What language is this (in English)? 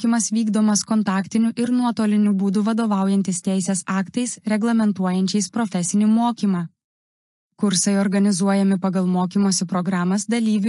Lithuanian